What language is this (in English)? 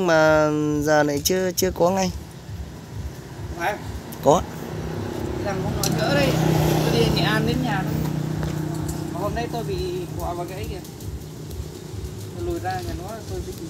Vietnamese